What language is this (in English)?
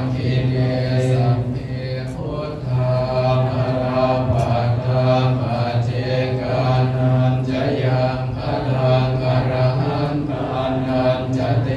Pali